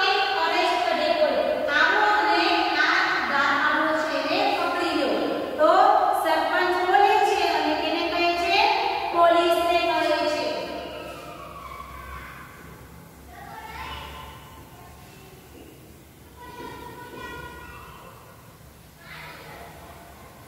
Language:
Gujarati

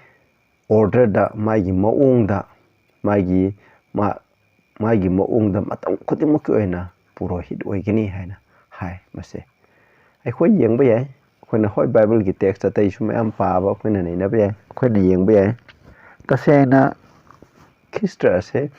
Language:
Manipuri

